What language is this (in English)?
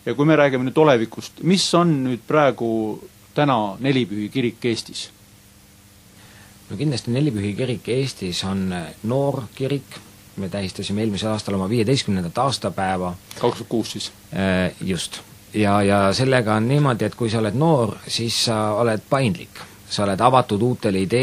Estonian